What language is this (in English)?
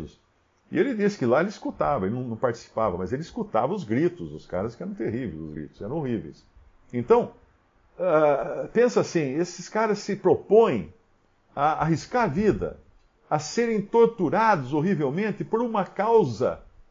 Portuguese